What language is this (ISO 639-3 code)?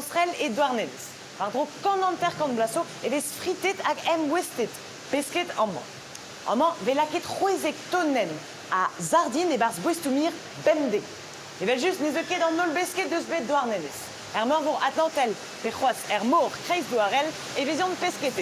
bre